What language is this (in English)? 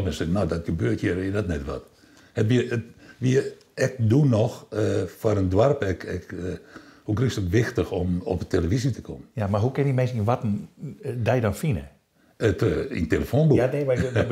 Western Frisian